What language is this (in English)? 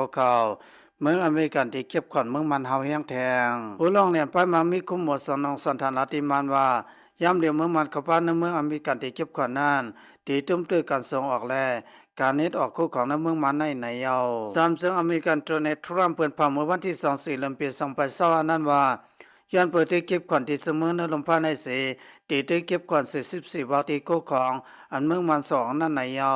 Shan